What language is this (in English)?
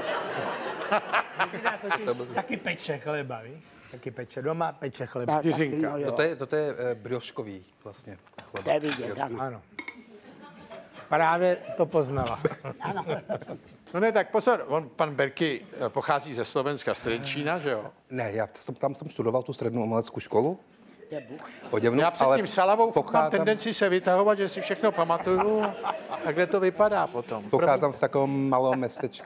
Czech